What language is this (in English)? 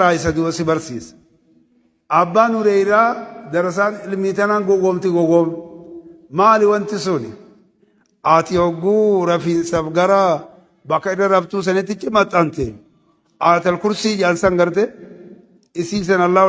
Oromo